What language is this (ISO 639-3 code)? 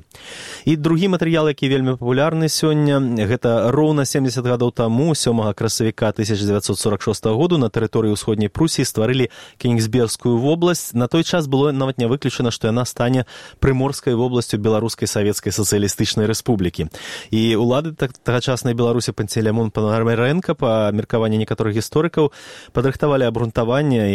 bel